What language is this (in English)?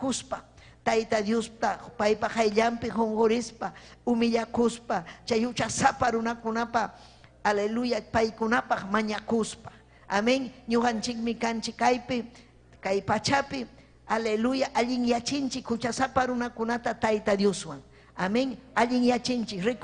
Ayacucho Quechua